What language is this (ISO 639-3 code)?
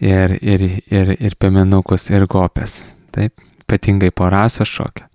lit